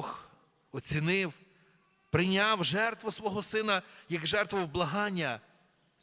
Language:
Ukrainian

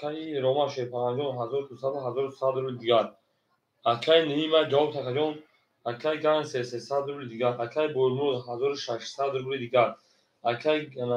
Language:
Tajik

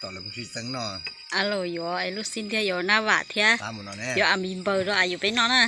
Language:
Hmong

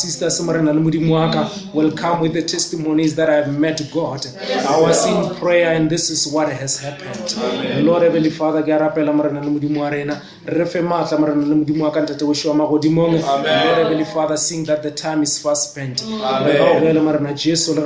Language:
Northern Sotho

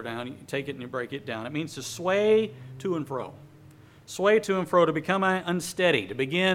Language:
English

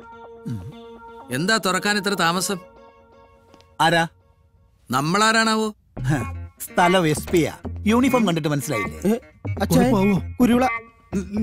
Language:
Malayalam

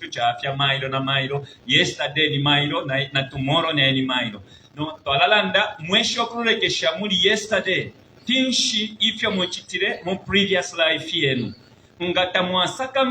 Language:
Bemba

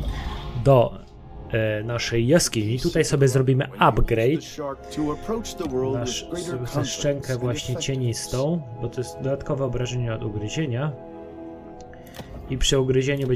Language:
Polish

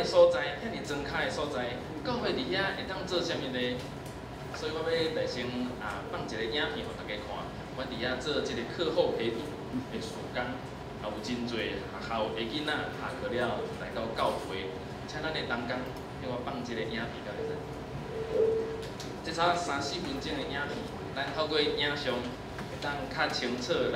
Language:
Min Nan Chinese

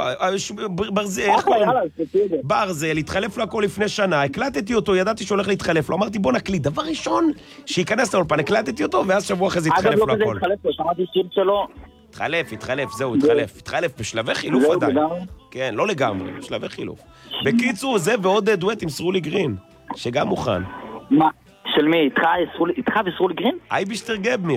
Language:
Hebrew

